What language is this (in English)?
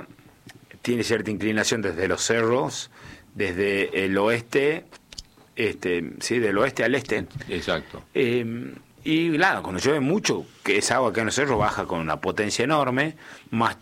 Spanish